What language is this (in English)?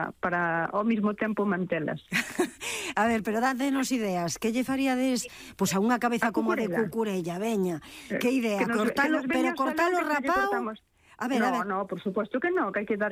Galician